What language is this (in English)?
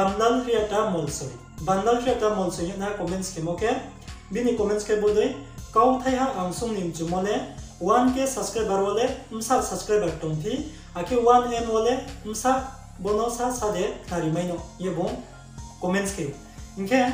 Riang (India)